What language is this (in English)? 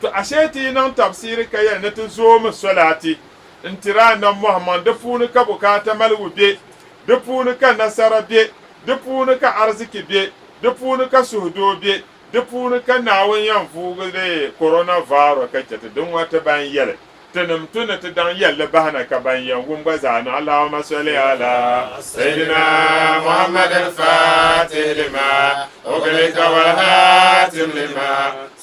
Dagbani